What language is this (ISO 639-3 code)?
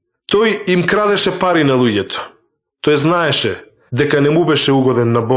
mkd